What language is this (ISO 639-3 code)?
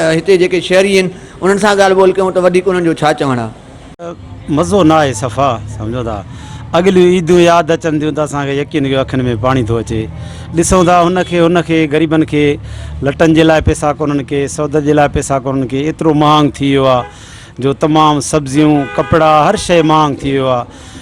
snd